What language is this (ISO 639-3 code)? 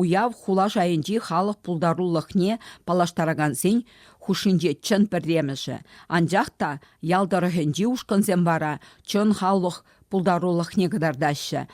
chv